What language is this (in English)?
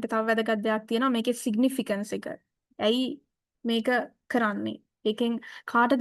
Sinhala